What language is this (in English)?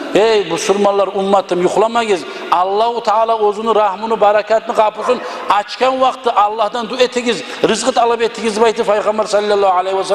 Kumyk